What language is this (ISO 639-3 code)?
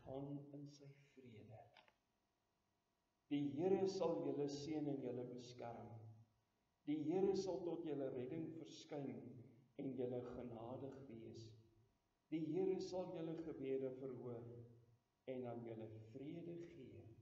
afr